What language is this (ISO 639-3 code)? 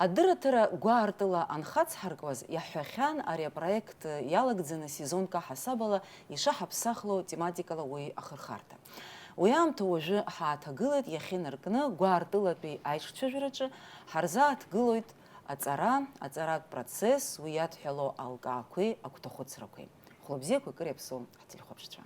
abk